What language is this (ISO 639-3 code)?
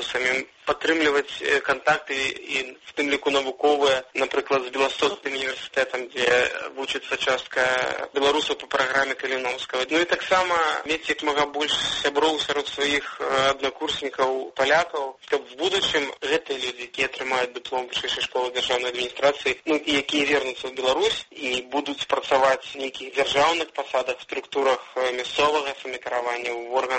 bel